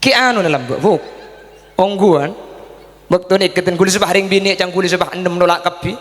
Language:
Madurese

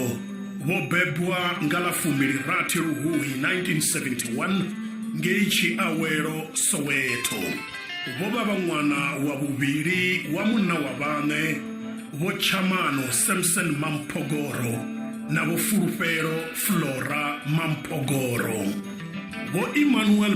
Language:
Venda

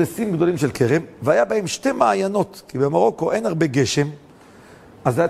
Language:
Hebrew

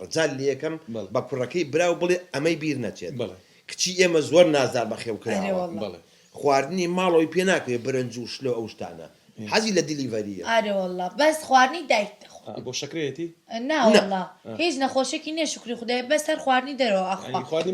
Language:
Central Kurdish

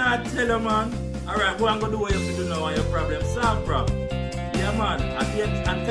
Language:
Jamaican Creole English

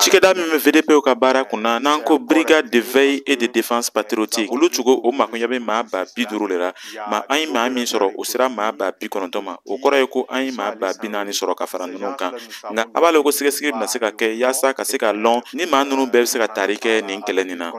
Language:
Bambara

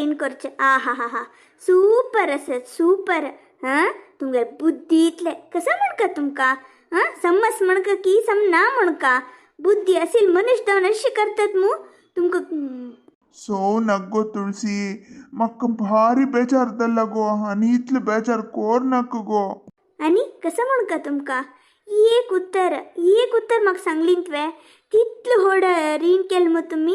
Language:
Konkani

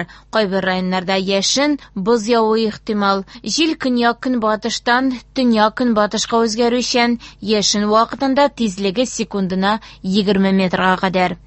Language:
Tatar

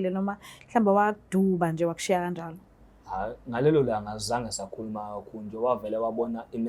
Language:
Zulu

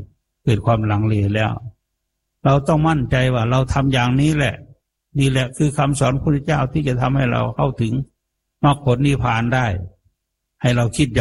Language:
Thai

